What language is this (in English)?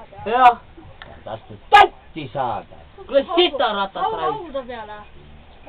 Estonian